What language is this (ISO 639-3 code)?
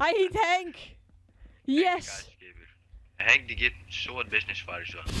fry